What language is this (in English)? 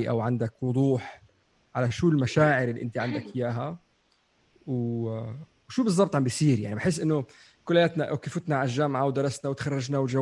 North Levantine Arabic